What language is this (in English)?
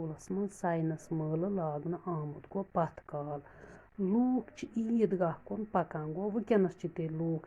Kashmiri